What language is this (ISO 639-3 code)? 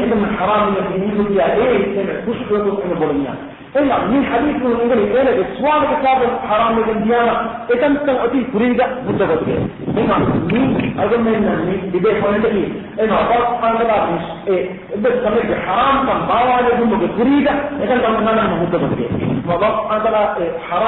div